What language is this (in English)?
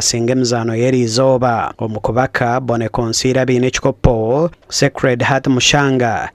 Nyankole